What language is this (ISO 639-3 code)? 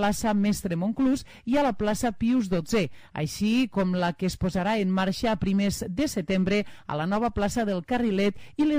cat